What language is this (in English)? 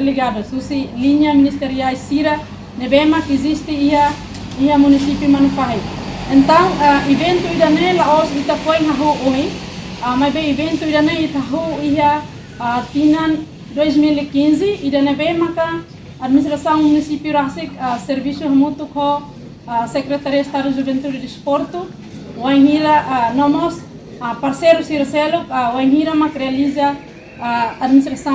Tetum